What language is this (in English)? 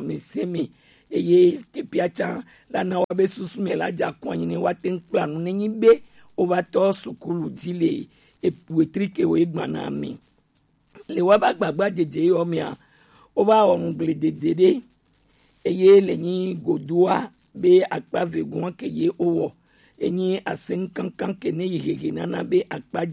Gen